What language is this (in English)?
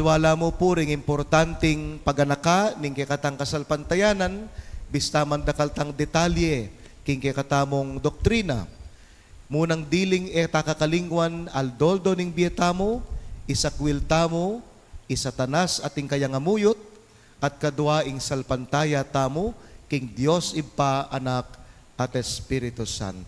Pampanga